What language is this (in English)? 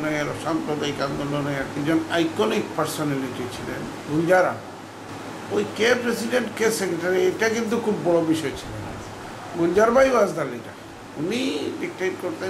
Bangla